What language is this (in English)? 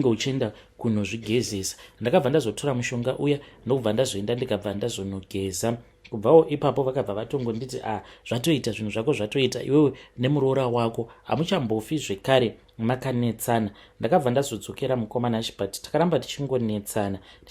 Shona